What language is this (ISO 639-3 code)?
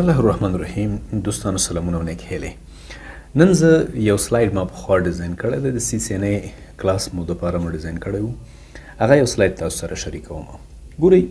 pus